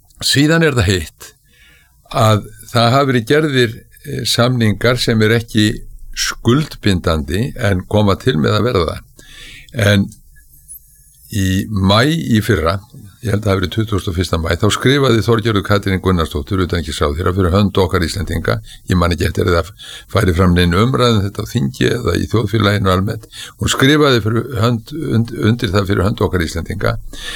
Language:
Icelandic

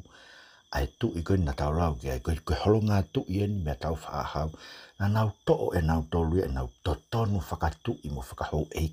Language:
Tongan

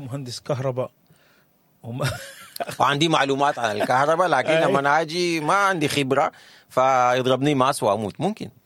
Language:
Sudanese Arabic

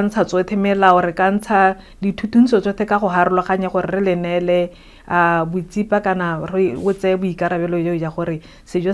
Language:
Tswana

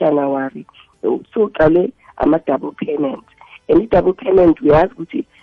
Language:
South Ndebele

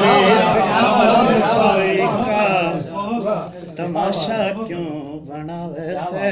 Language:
Haryanvi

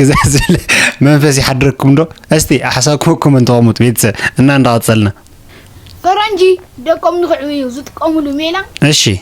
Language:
Tigrinya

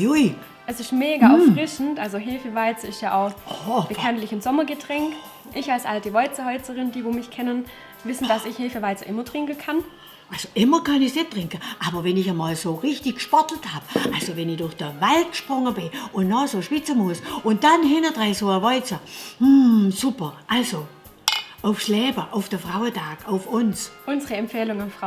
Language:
Swabian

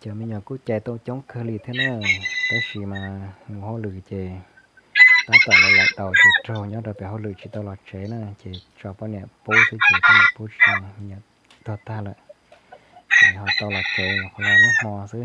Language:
Hmong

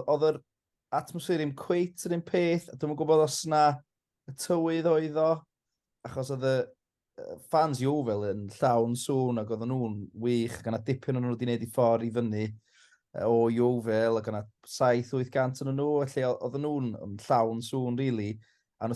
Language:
Welsh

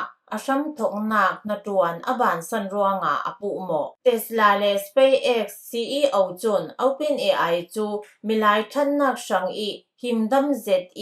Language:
Falam Chin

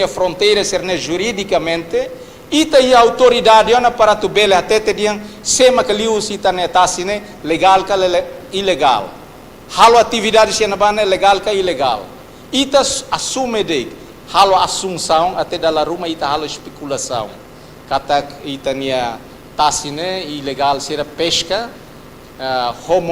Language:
Tetum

